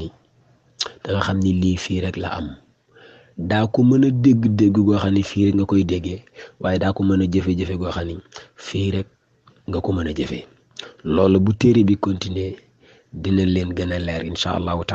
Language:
Wolof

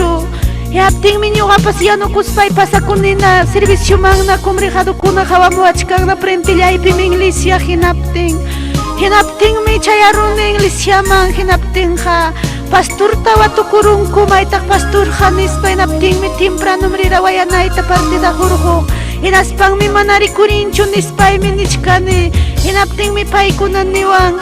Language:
Ayacucho Quechua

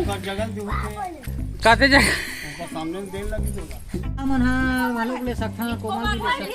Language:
Chhattisgarhi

